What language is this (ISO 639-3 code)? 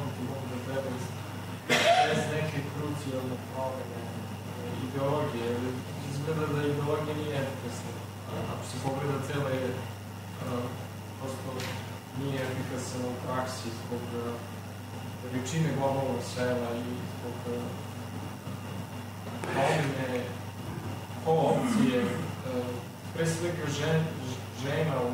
srp